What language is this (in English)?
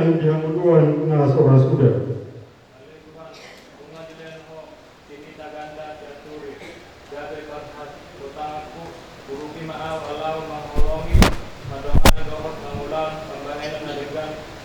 Batak Toba